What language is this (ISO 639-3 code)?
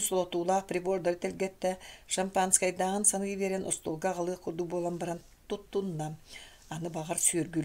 sah